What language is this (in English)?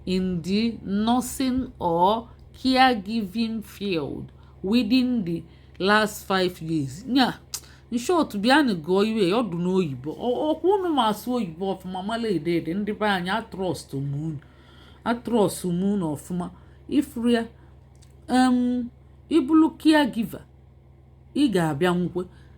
Igbo